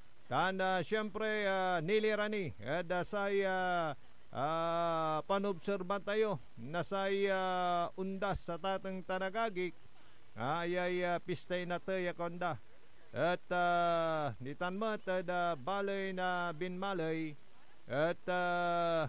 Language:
Pangasinan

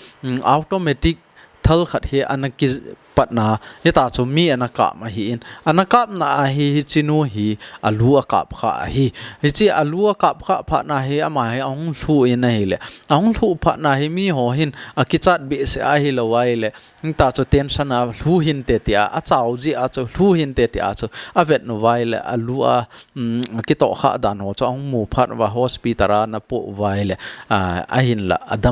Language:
Thado Chin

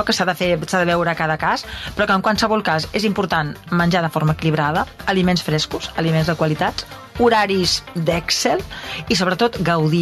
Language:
Catalan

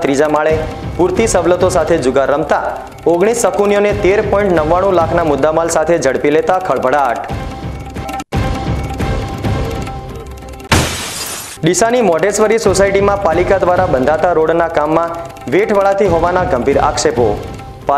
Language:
Gujarati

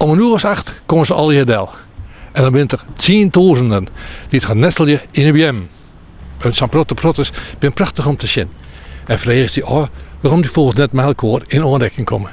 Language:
Western Frisian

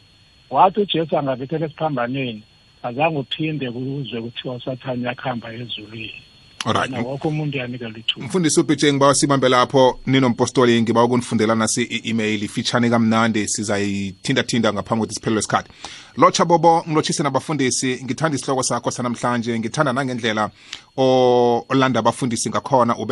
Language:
South Ndebele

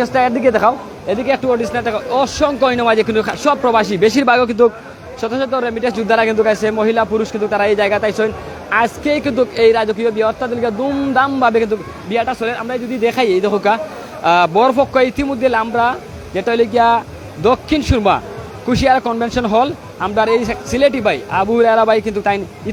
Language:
Sylheti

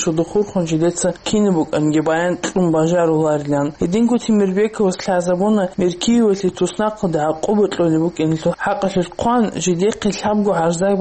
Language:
Avaric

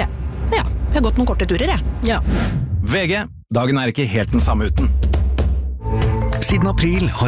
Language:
Norwegian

